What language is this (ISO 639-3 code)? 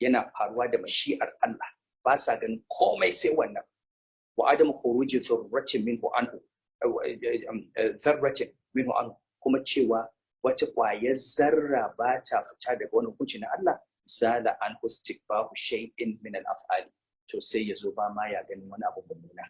hau